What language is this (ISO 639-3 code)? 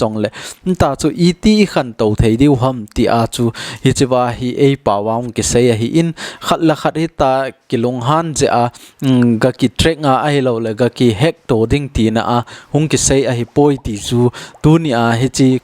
tcz